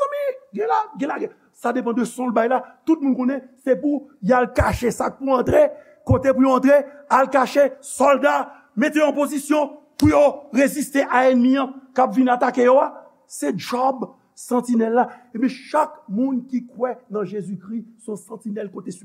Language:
Haitian Creole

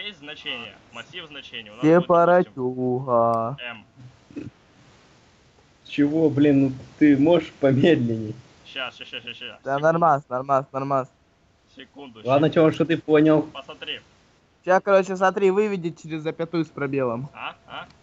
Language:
Russian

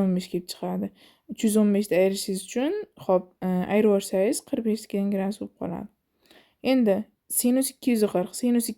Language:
Uzbek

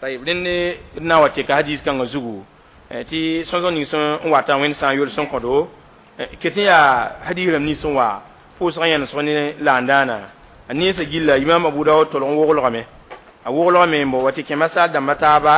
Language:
Mossi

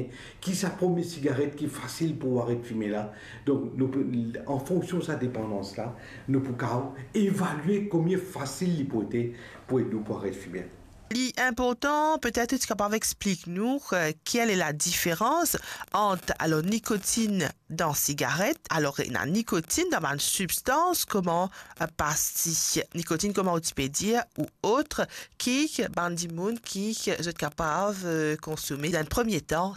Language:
Morisyen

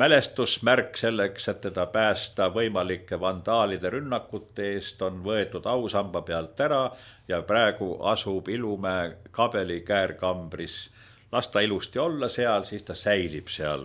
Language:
Estonian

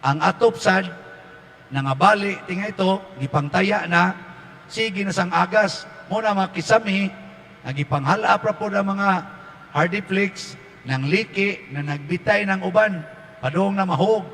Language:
Cebuano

